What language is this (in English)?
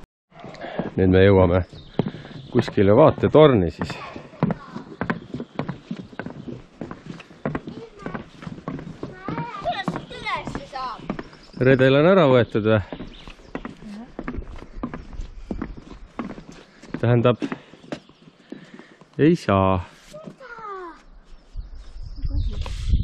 Estonian